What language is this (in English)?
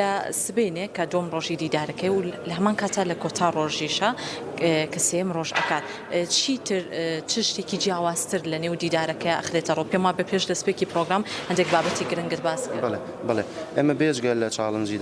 Central Kurdish